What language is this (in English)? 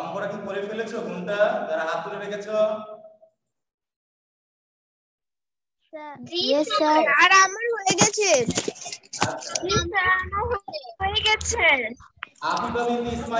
Bangla